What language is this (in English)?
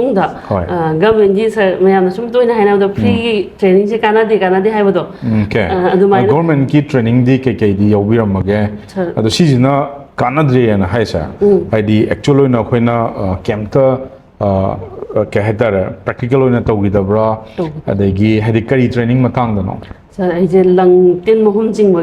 Manipuri